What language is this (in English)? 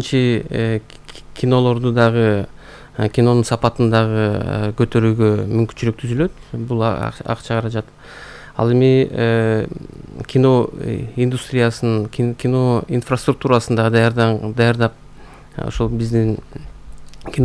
Kyrgyz